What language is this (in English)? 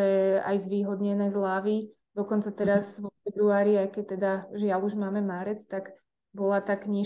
Slovak